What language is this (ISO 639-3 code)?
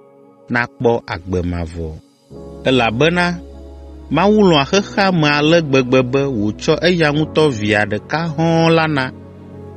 ewe